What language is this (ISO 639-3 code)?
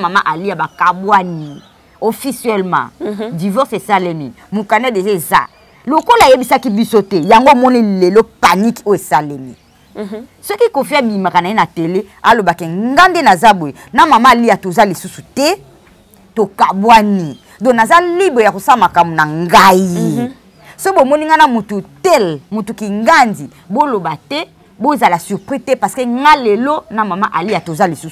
lin